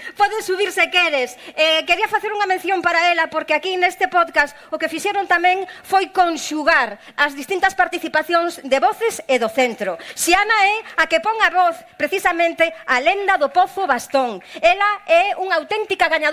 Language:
Galician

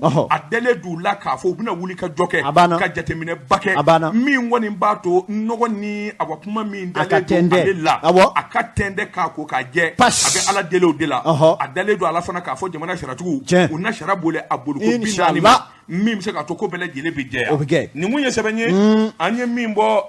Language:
Bambara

